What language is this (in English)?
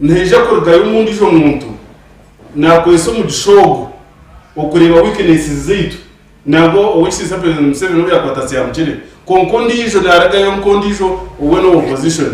Nyankole